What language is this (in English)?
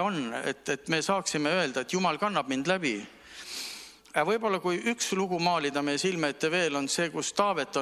Estonian